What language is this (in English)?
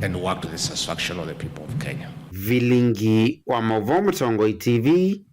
Kamba